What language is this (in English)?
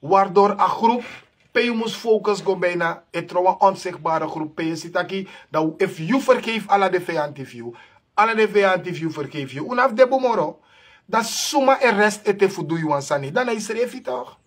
Sranan Tongo